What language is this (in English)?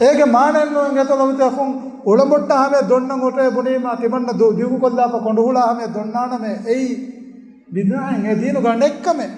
Divehi